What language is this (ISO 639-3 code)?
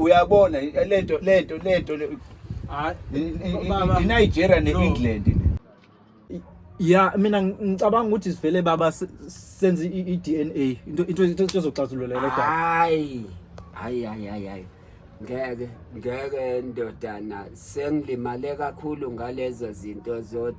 zul